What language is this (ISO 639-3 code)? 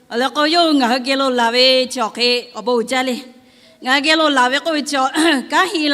lhu